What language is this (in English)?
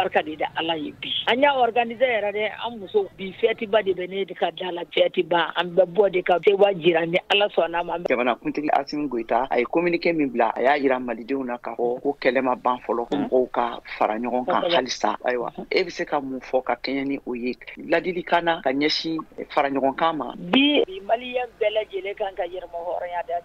Bambara